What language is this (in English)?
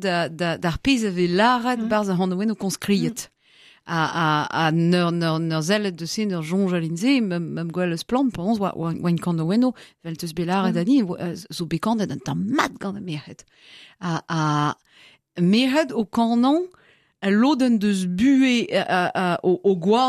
Breton